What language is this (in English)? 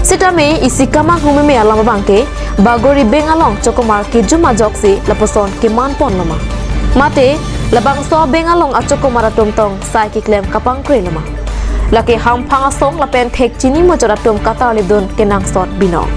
Karbi